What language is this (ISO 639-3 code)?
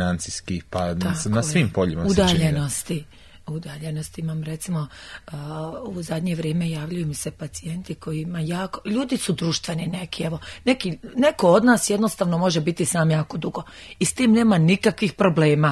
hrv